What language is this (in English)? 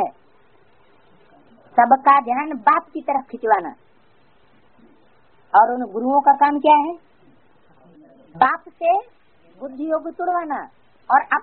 Hindi